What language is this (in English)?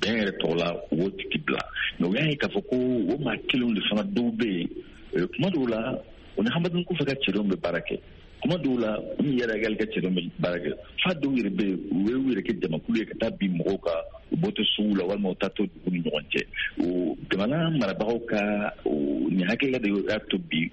Bambara